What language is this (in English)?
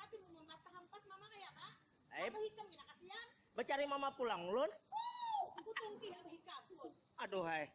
Banjar